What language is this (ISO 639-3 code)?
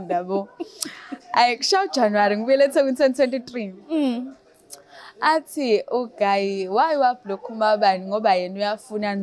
zul